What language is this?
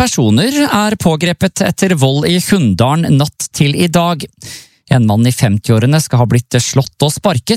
Norwegian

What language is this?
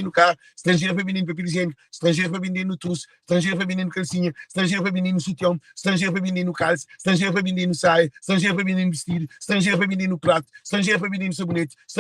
Kabuverdianu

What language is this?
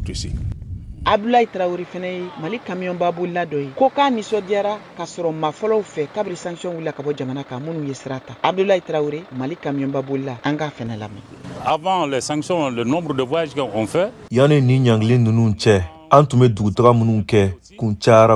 Bambara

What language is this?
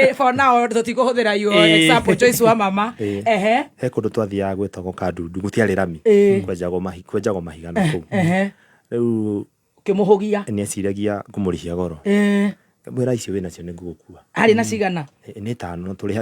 Kikuyu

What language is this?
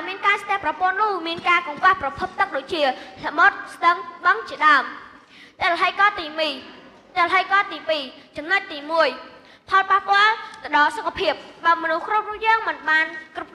Khmer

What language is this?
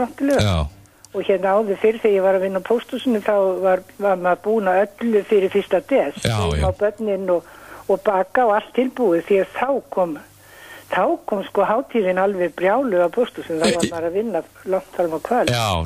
Icelandic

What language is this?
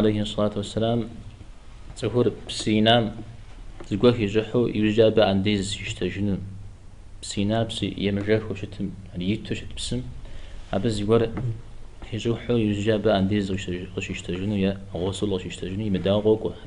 Kabardian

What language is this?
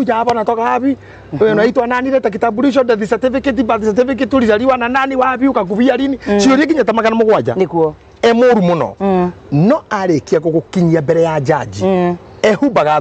Kikuyu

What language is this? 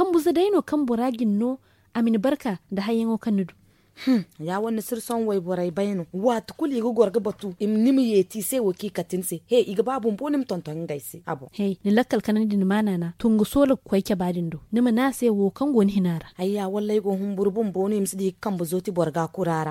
Zarma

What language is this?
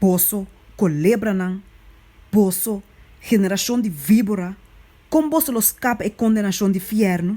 Papiamento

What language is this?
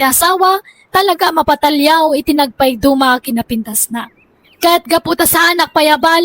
Iloko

